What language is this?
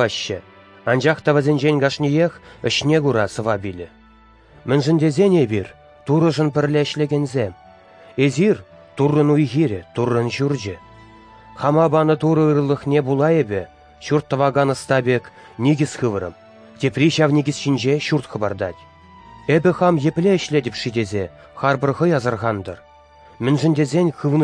Chuvash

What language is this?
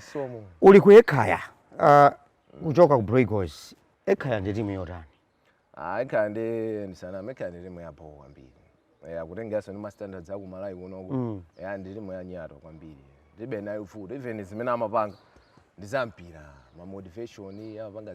Nyanja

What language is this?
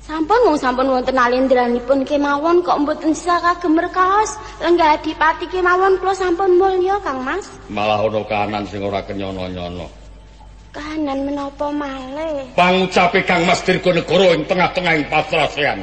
Javanese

